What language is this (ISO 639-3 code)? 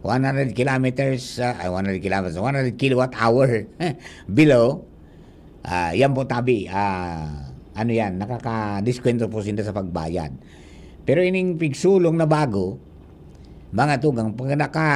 bik